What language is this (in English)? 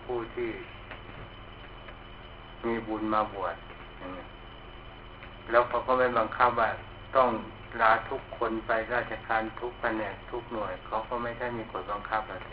Thai